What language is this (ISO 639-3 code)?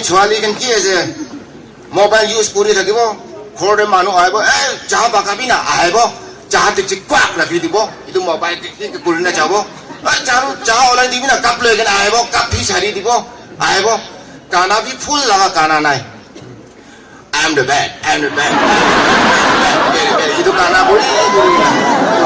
nag